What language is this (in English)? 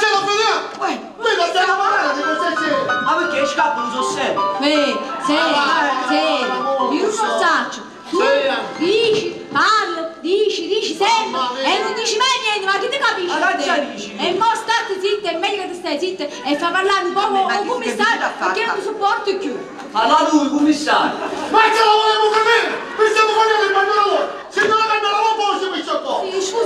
Neapolitan